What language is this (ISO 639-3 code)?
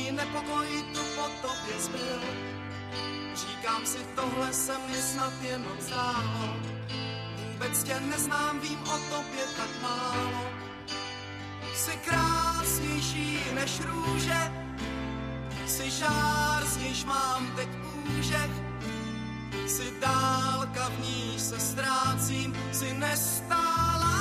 ces